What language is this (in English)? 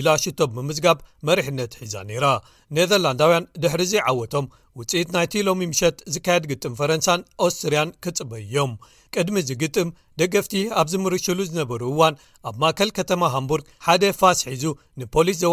Tigrinya